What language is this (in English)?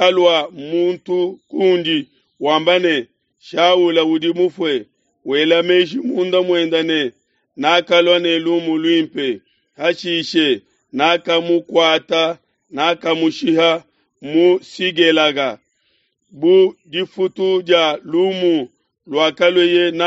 Luba-Lulua